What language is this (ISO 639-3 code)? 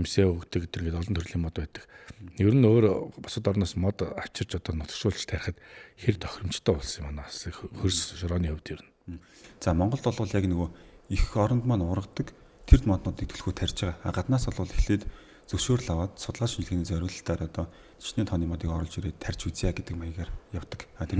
mon